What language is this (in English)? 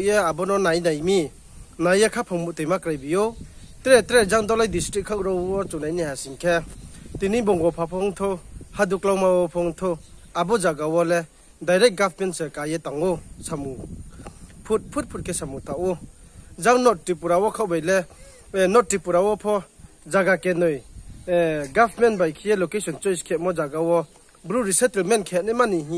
Riang (India)